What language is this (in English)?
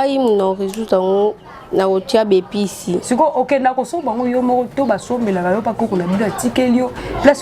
Lingala